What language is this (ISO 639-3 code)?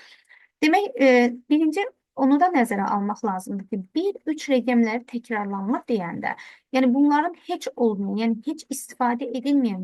aze